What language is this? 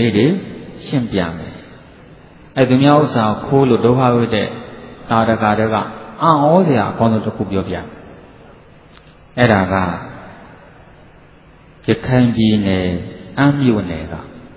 Burmese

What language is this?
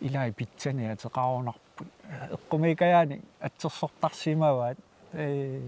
Kalaallisut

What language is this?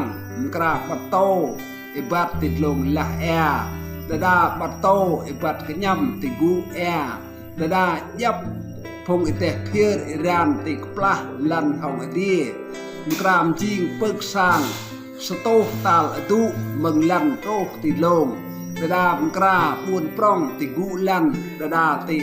Rade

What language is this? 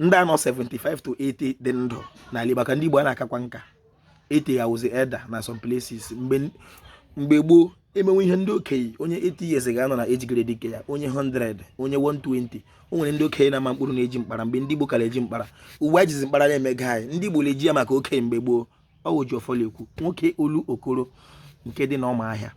Igbo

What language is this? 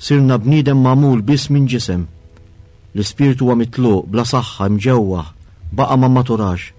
Maltese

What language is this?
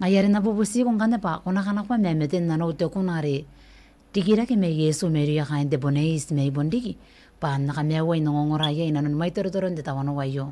Gilbertese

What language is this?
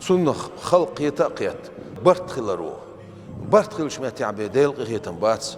Chechen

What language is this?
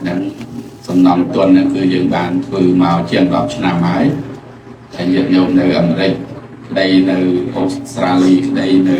Khmer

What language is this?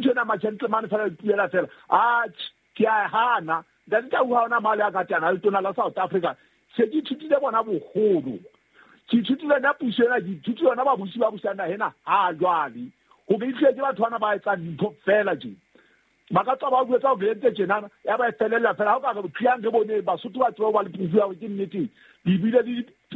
Southern Sotho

